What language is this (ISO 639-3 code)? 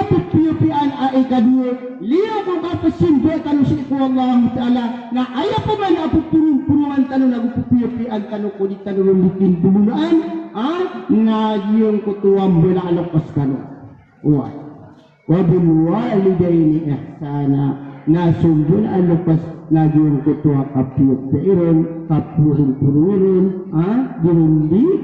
mrw